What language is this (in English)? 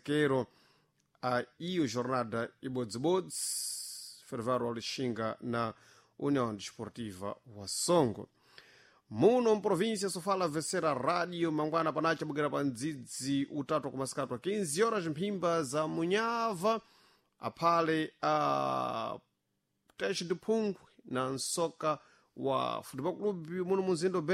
Sena